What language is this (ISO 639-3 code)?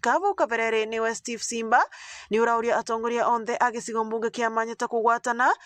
mer